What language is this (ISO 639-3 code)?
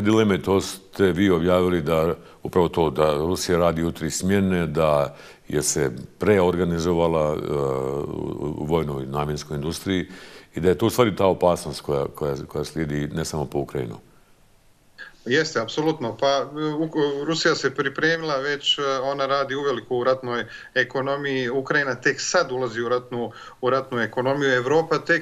bos